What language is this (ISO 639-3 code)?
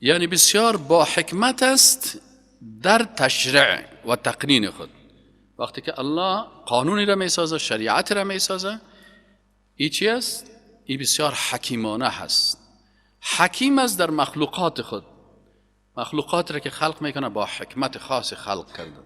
fas